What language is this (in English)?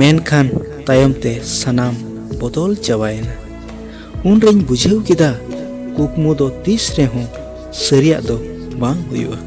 Santali